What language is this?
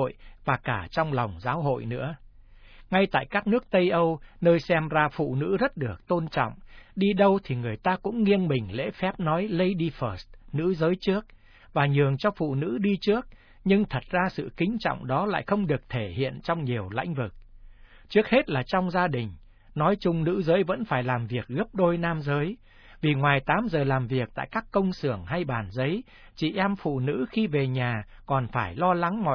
Vietnamese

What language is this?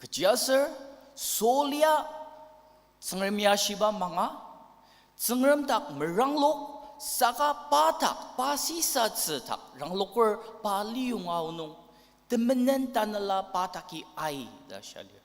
Ao Naga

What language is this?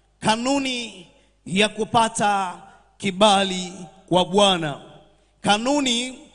Swahili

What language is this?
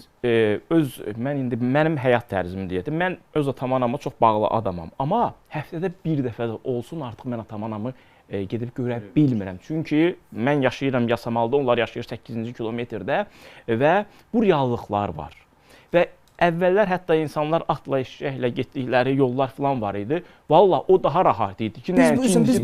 Azerbaijani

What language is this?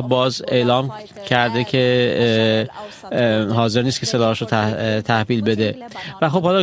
Persian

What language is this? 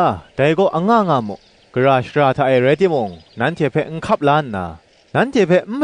Kachin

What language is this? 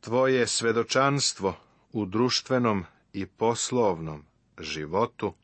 Serbian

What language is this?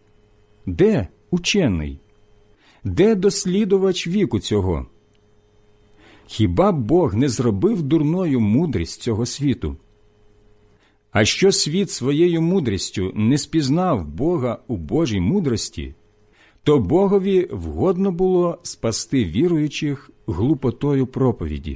Ukrainian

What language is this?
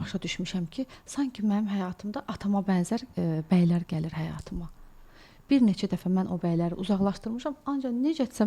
Azerbaijani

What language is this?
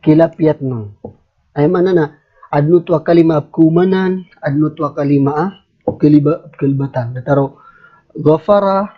Maranao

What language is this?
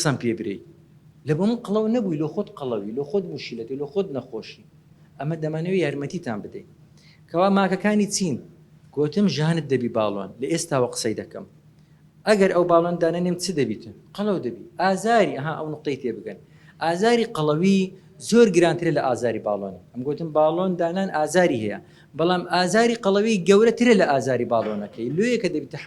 Central Kurdish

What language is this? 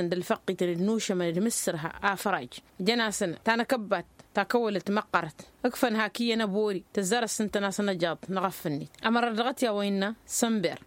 Tamasheq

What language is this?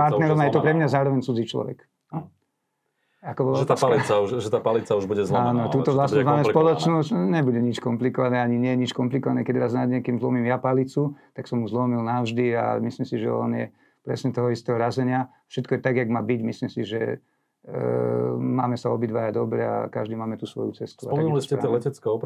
Slovak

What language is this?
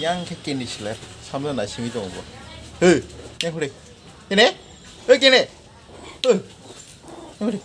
Kok Borok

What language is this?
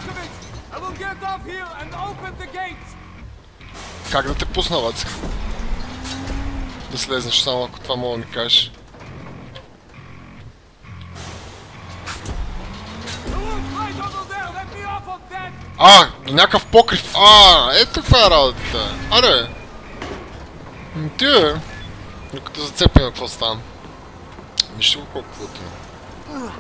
Bulgarian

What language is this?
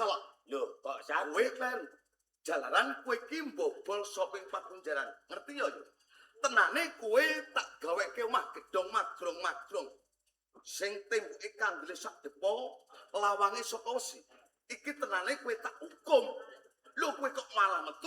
Javanese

